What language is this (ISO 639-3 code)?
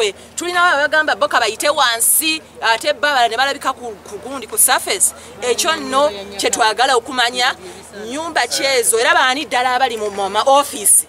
lug